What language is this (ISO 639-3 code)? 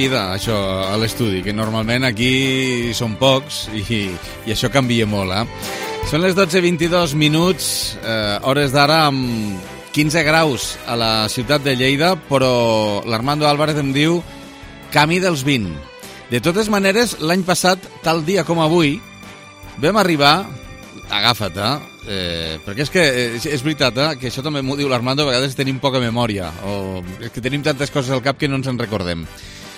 cat